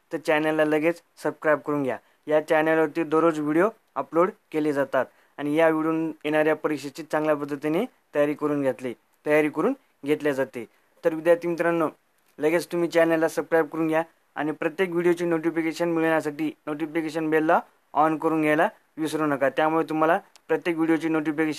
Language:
Marathi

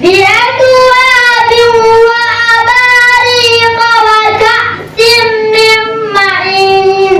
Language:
Fula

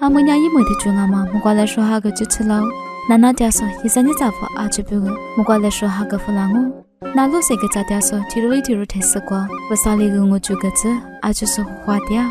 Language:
Lisu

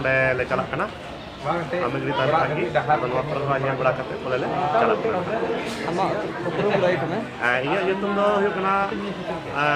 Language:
Santali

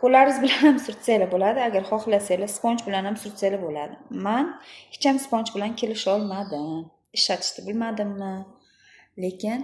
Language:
Uzbek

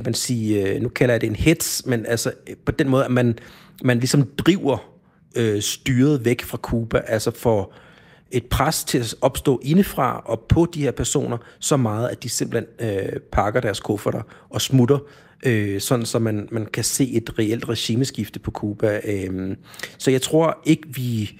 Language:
Danish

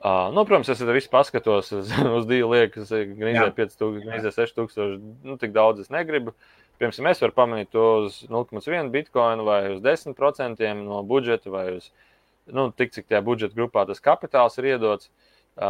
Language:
Latvian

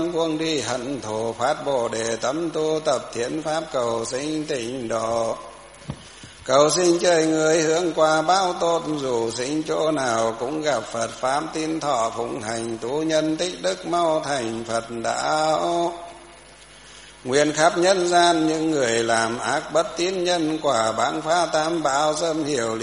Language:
Vietnamese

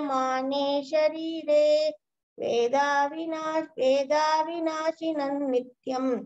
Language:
Sanskrit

